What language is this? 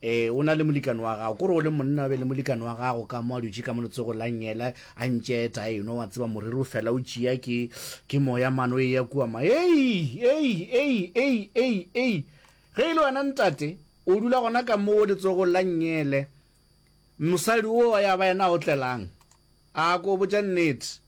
Northern Sotho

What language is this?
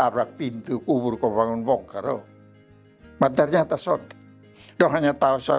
Kupang Malay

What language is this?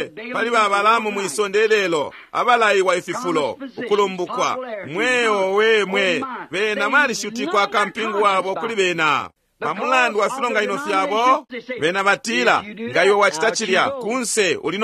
Bemba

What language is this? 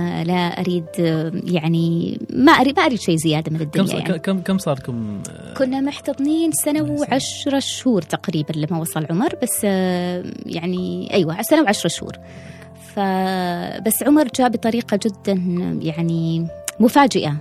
Gulf Arabic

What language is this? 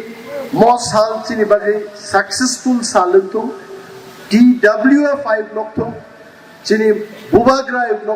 Kok Borok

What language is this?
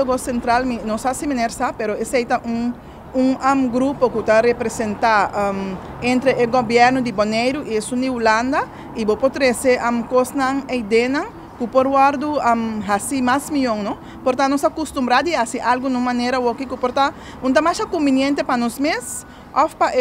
Papiamento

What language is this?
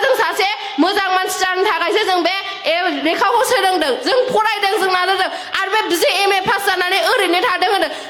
Bodo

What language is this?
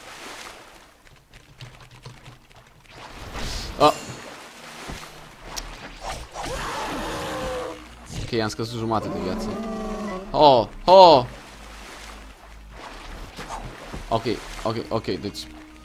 Romanian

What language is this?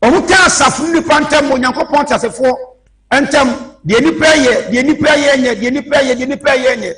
Akan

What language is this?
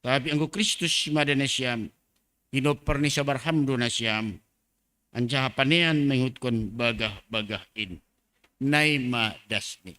Batak Simalungun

